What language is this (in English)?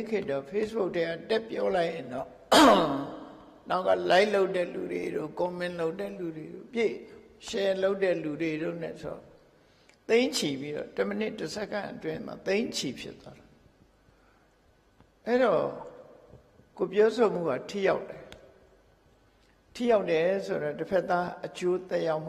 Burmese